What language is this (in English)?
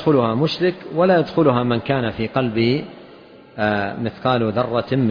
Arabic